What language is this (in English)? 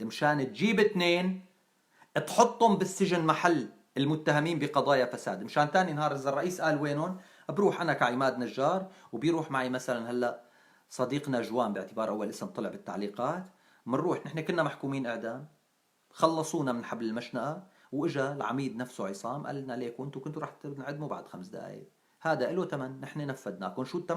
North Levantine Arabic